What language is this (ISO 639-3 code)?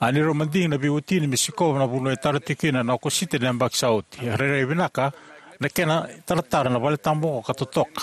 fij